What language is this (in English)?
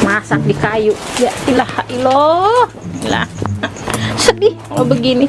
Betawi